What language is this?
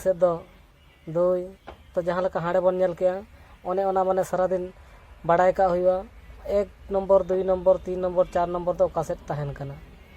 Santali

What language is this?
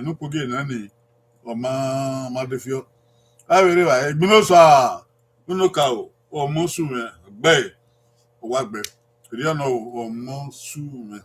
Bini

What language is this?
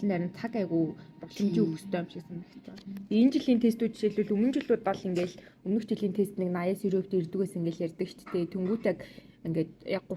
Mongolian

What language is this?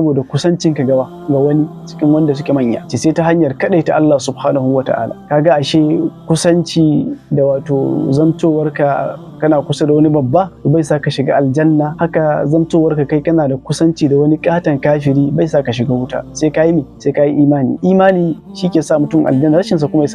Hausa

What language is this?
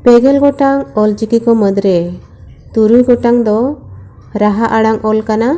Santali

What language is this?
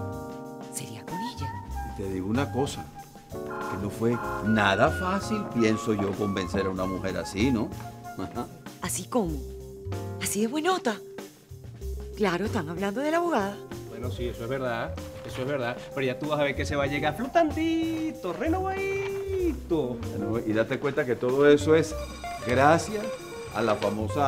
Spanish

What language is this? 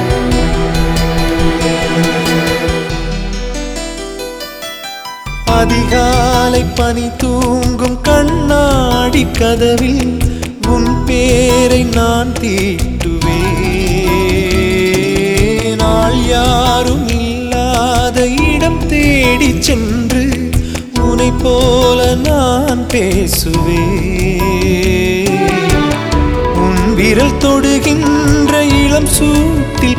Tamil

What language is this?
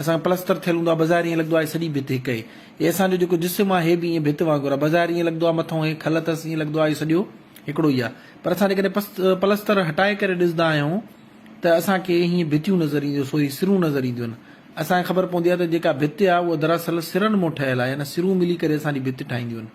Sindhi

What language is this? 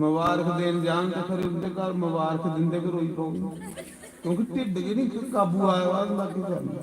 Dogri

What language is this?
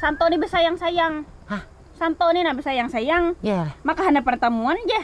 Banjar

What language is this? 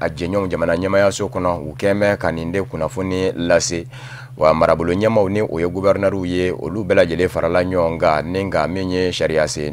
Bambara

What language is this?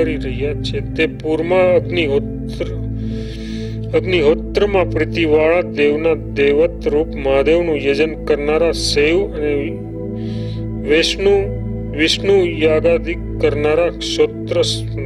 Gujarati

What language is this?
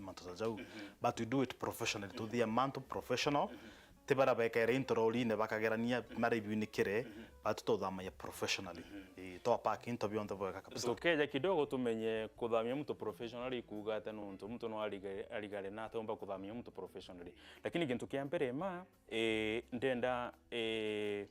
Meru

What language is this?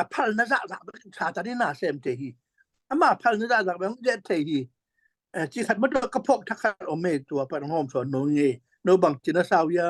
Tedim Chin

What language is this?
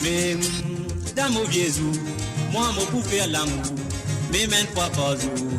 Morisyen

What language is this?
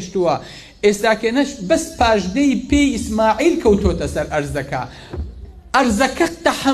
Central Kurdish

